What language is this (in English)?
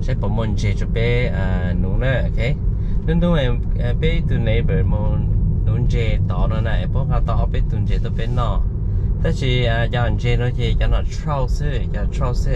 Hmong